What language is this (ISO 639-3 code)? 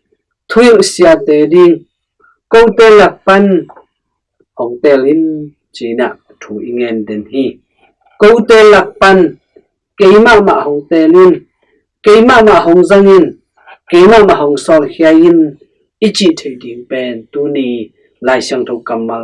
ctd